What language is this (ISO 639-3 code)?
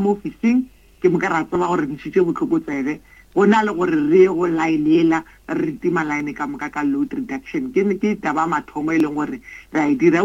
nso